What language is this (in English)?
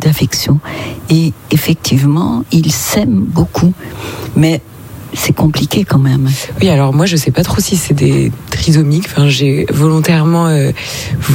French